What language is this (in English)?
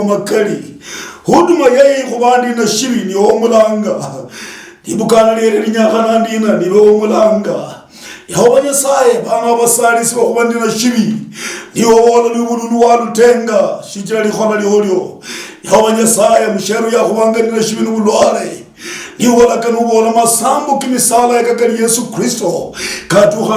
Luyia